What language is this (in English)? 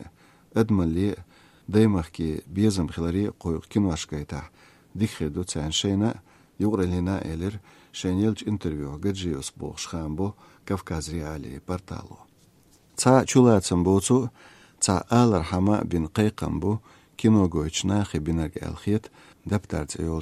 Chechen